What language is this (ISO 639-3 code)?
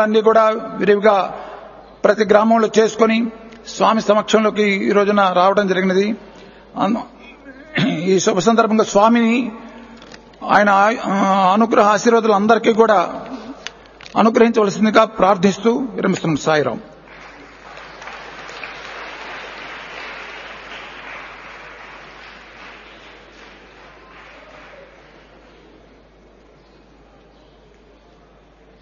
tel